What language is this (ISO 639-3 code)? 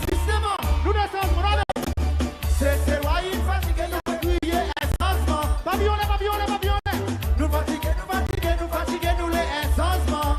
crs